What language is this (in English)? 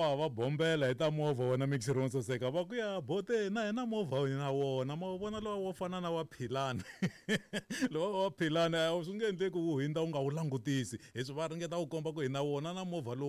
Tsonga